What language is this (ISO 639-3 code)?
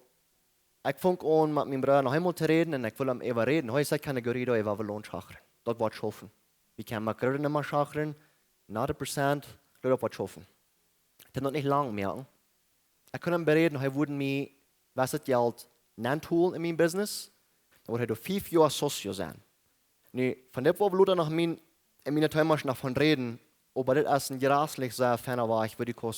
pdt